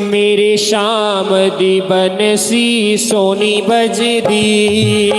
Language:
Dogri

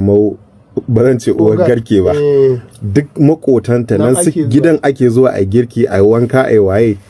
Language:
Hausa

